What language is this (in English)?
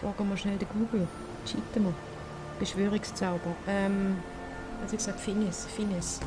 Swiss German